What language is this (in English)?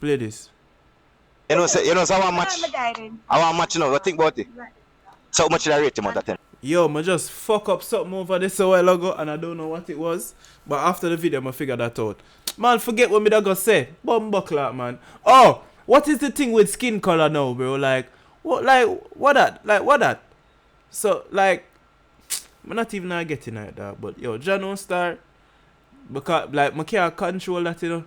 Jamaican Creole English